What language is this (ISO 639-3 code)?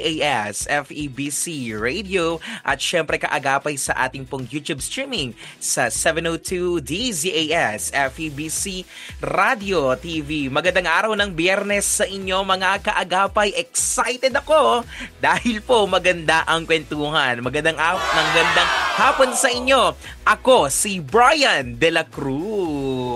fil